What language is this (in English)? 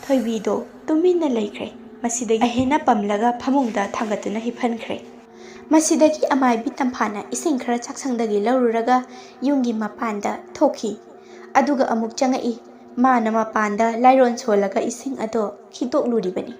Manipuri